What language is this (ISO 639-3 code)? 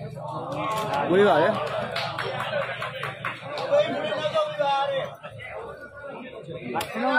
mya